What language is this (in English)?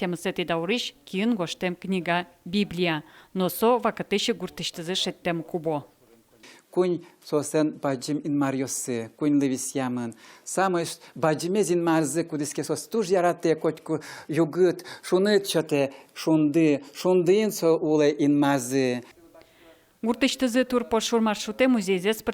Udmurt